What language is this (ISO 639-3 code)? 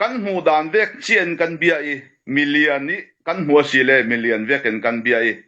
cfm